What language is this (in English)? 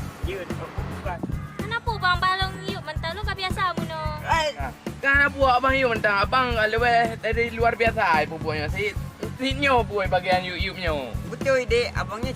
Achinese